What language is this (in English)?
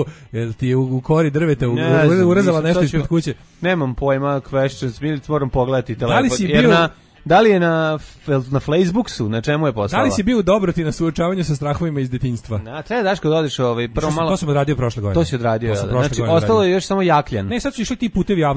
Serbian